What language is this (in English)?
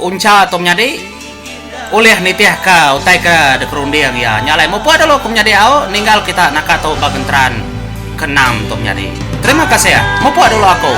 Iban